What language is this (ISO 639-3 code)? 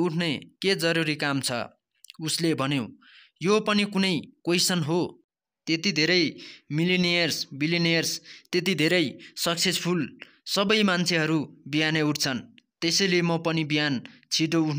nep